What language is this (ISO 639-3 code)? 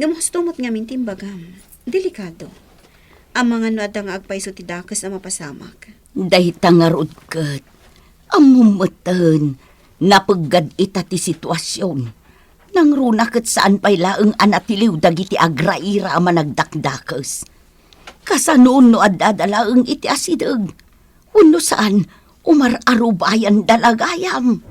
ilo